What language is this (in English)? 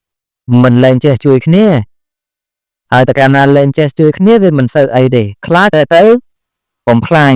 Khmer